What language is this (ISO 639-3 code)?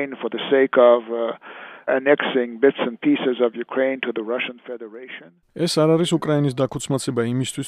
kat